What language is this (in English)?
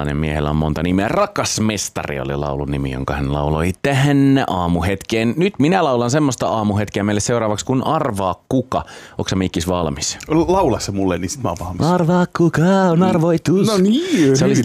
Finnish